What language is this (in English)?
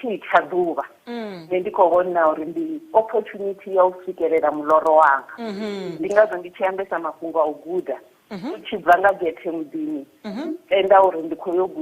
Venda